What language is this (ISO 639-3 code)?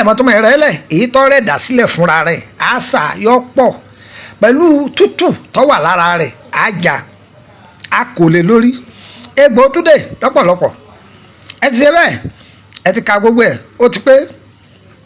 yor